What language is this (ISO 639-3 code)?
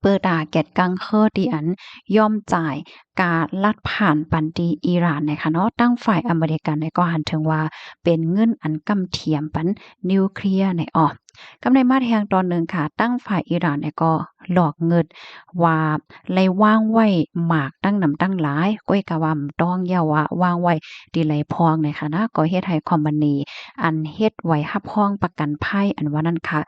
shn